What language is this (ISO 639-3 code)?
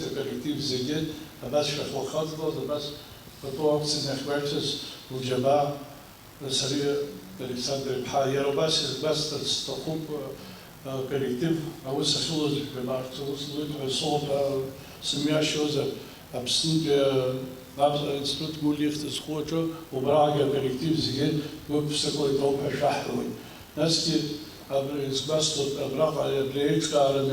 abk